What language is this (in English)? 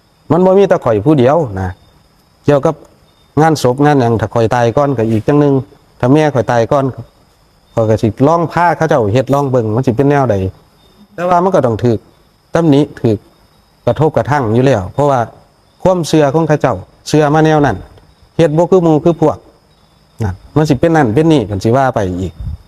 Northeastern Thai